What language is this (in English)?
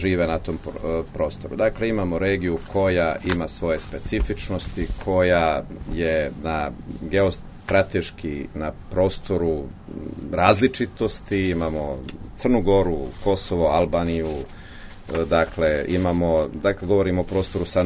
Serbian